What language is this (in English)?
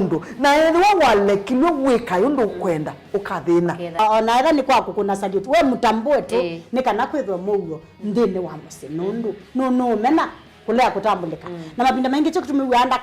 Kamba